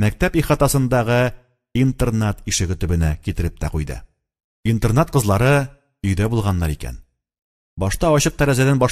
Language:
Tatar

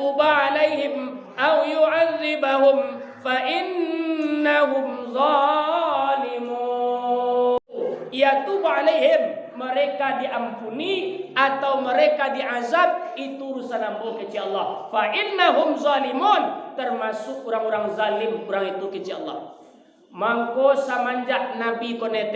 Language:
Minangkabau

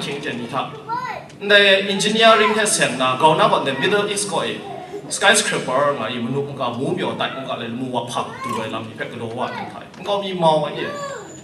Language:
Thai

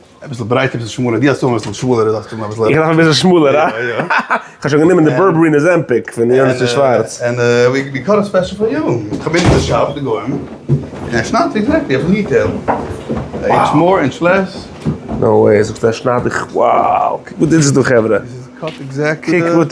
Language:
Yiddish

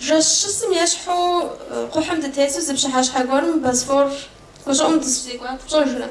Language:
Kabardian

